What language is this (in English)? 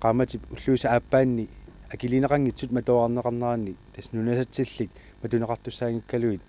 Kalaallisut